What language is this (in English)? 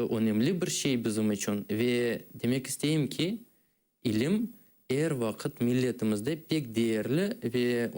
Crimean Tatar